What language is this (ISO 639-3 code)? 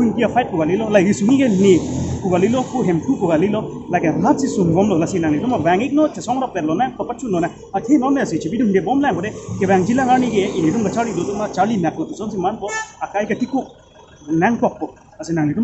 mjw